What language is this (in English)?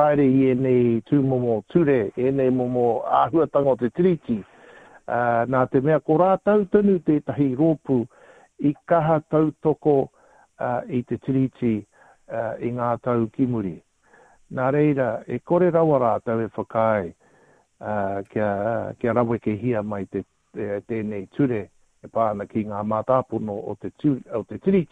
Māori